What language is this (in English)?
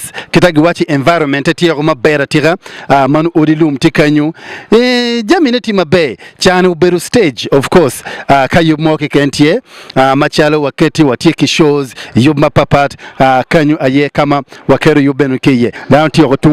Acoli